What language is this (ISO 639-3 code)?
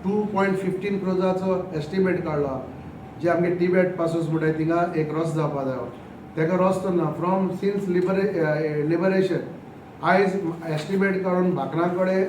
kok